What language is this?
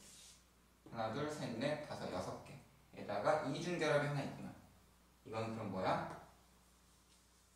Korean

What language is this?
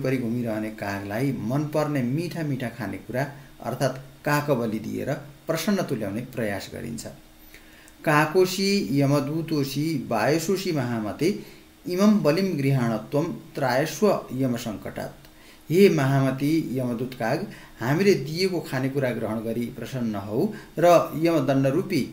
Nepali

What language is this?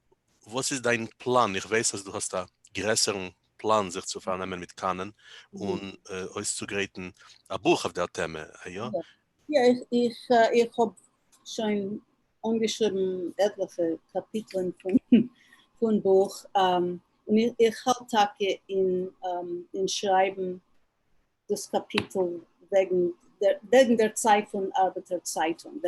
Yiddish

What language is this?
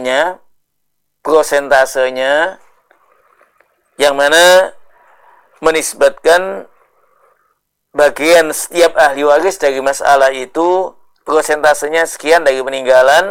Indonesian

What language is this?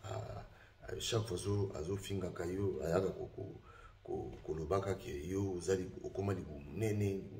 Lingala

